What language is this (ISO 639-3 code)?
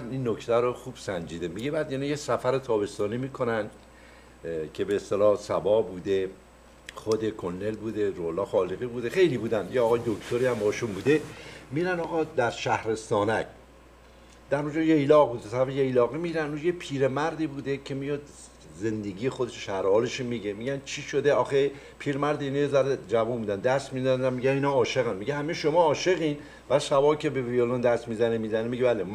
fas